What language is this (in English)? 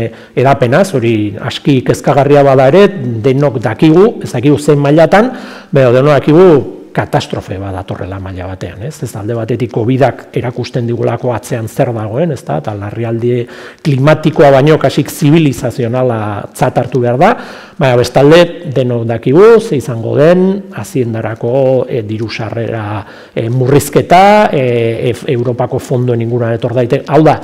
Basque